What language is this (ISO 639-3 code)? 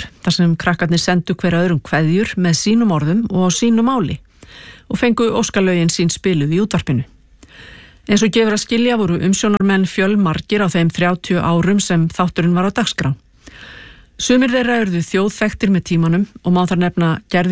isl